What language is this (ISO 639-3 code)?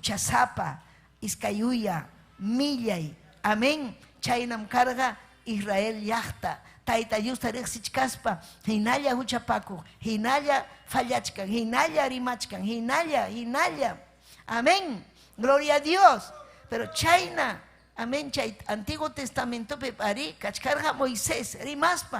quy